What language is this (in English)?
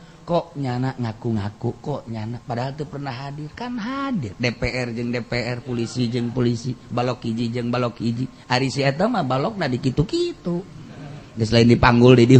Sundanese